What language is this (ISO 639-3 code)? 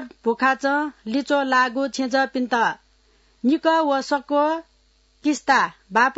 new